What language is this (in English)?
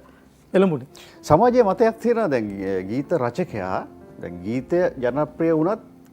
Sinhala